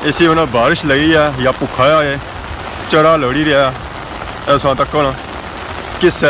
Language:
Pahari-Potwari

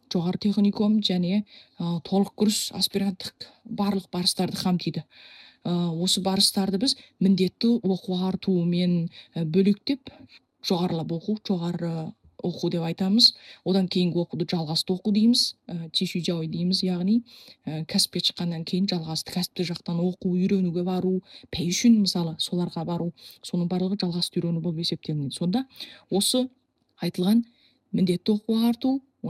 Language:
Kazakh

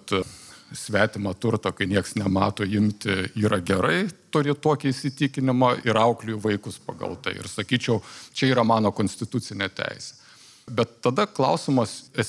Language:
Lithuanian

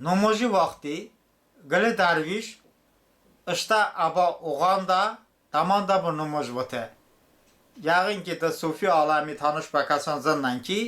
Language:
Talysh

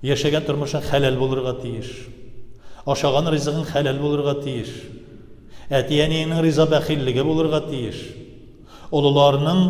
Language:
Tatar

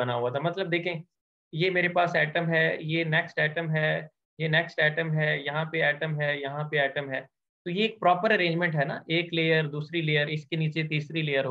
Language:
Hindi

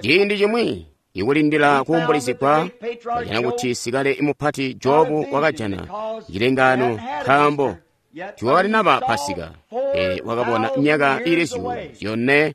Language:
Tonga (Zambia)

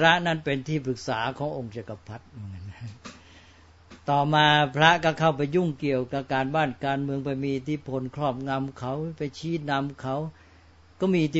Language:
Thai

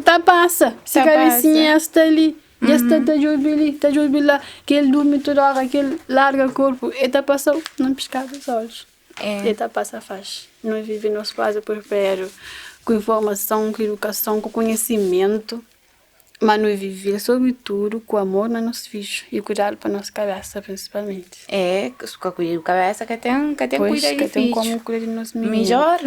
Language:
Kabuverdianu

